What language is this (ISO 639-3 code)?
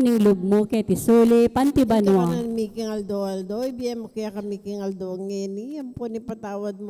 pam